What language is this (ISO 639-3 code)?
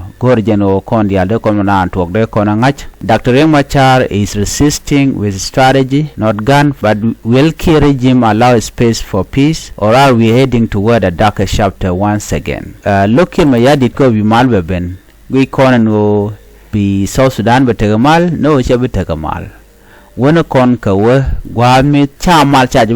nus